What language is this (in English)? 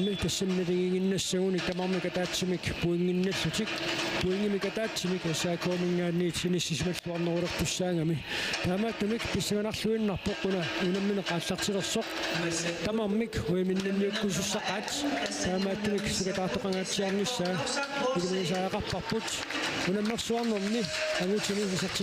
Kalaallisut